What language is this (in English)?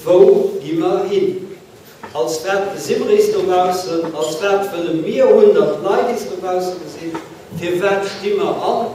Luxembourgish